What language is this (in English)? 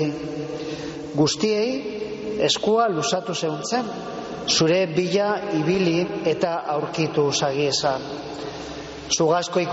Basque